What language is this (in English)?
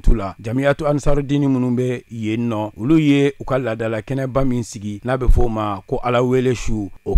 Bambara